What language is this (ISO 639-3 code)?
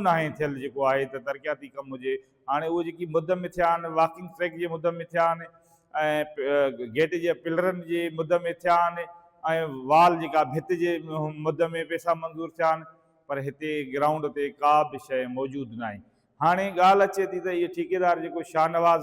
snd